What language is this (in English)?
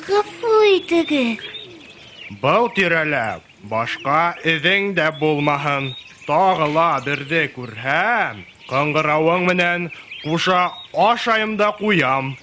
Bashkir